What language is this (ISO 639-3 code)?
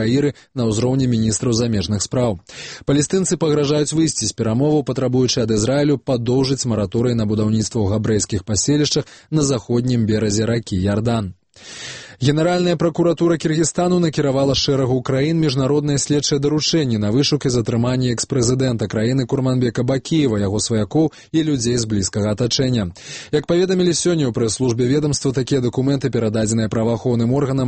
bel